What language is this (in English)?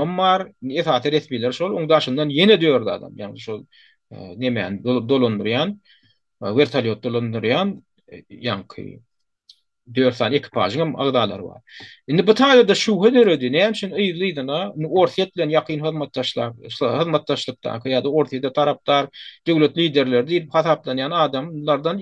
Turkmen